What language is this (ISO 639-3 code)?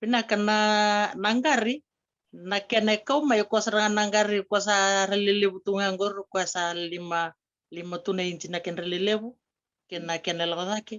fij